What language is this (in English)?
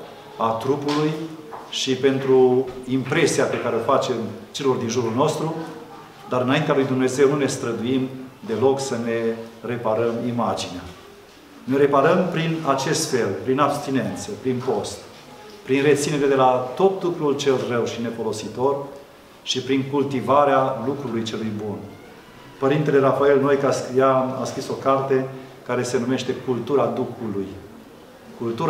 Romanian